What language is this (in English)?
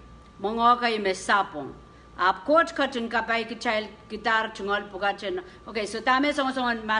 Pohnpeian